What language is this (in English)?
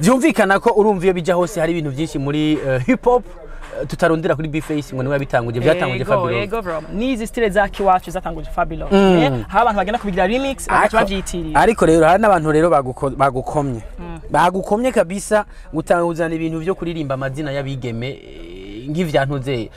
Rundi